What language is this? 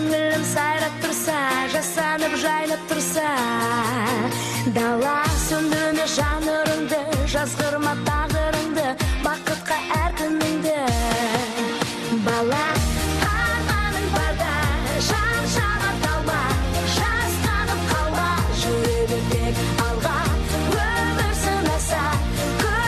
Kazakh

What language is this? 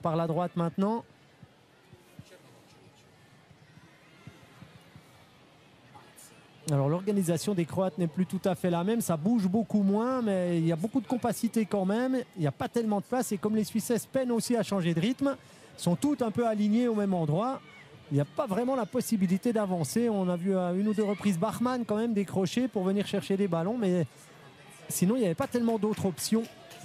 French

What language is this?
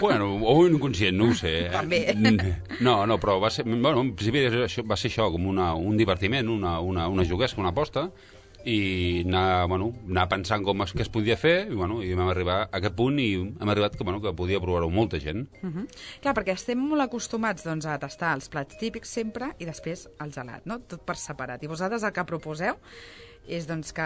Catalan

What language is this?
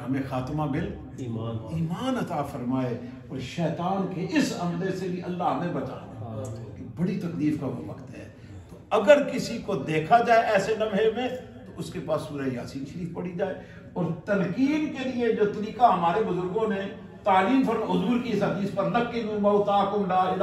Urdu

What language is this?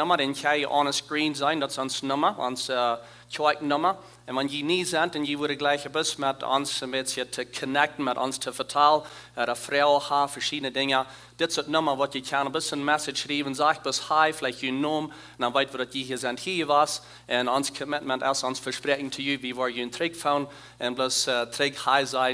Plautdietsch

